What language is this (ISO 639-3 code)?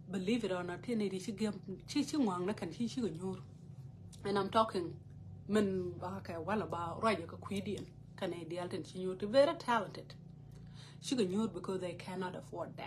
nus